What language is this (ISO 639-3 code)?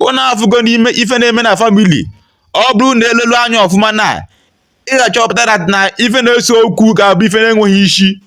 ibo